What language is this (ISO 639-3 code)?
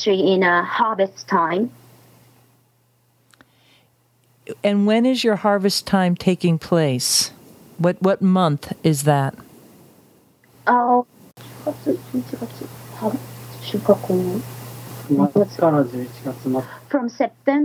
eng